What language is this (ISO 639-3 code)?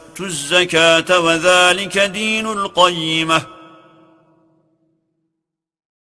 ara